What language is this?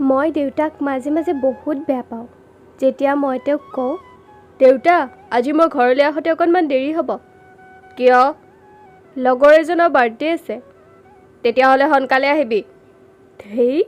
Assamese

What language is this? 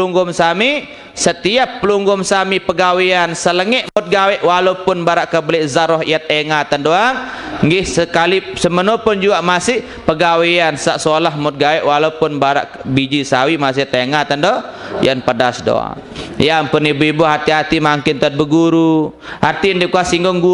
Sasak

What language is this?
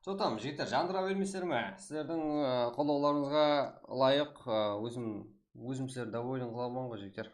Kara-Kalpak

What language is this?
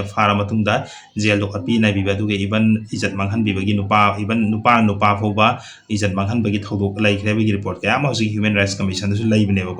Manipuri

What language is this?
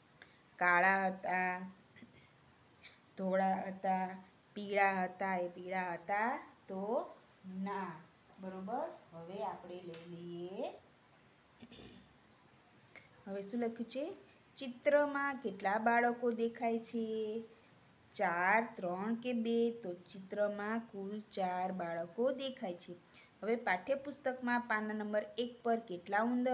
Gujarati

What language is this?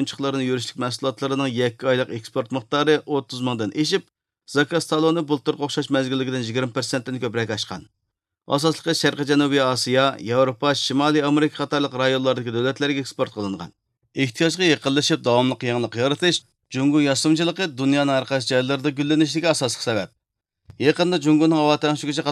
Uyghur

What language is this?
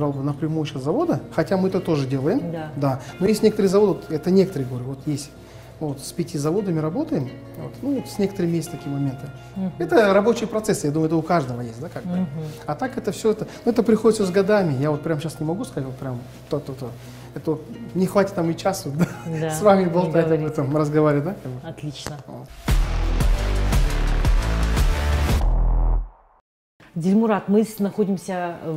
Russian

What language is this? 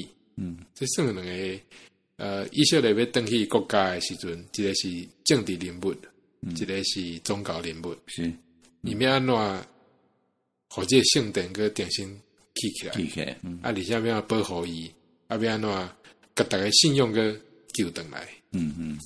Min Nan Chinese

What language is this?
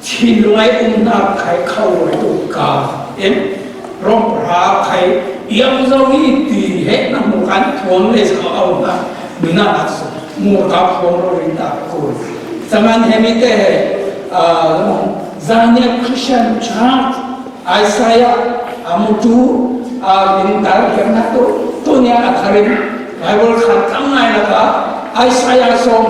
Falam Chin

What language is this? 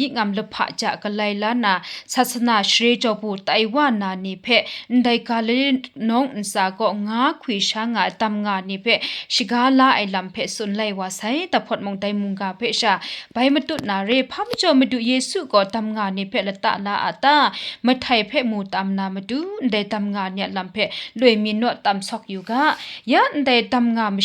Kachin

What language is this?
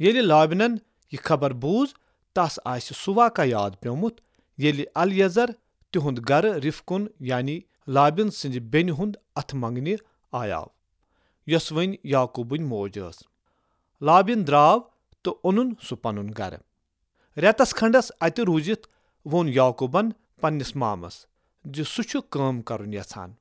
Kashmiri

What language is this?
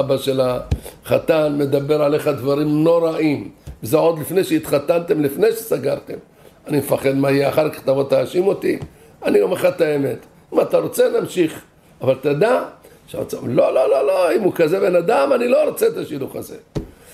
Hebrew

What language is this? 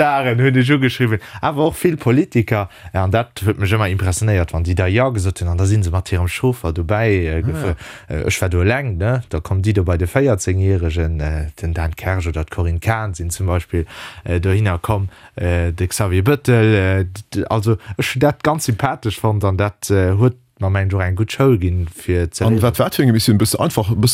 Luxembourgish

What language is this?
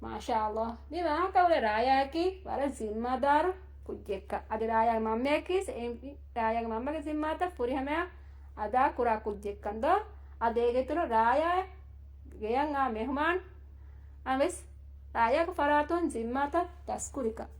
Divehi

